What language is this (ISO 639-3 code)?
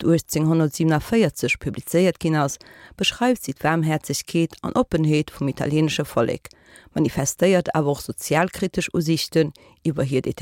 ltz